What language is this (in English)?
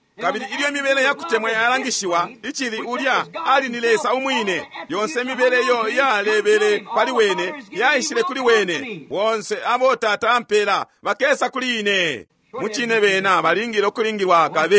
Bemba